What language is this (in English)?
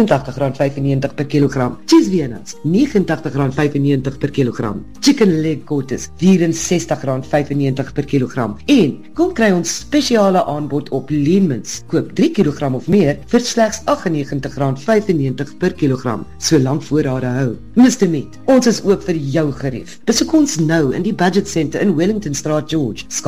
Afrikaans